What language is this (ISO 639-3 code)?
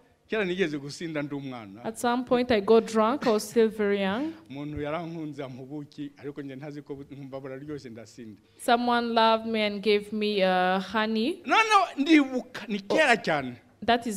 kin